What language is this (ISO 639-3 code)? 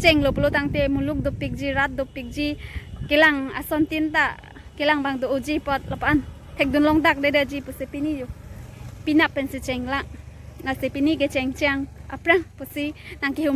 mjw